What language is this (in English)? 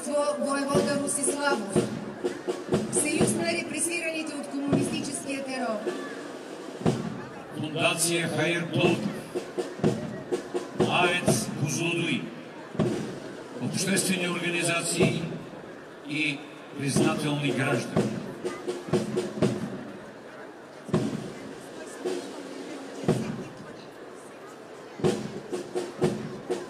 Bulgarian